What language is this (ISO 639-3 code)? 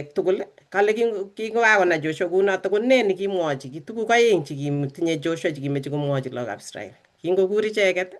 kln